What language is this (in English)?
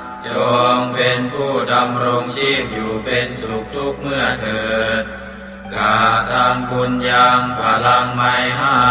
Pali